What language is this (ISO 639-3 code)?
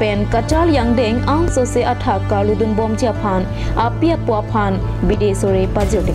mjw